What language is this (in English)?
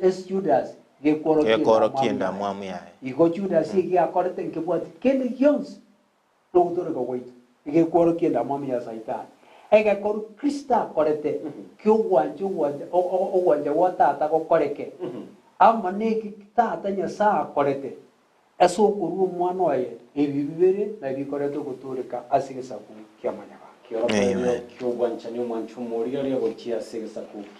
Gusii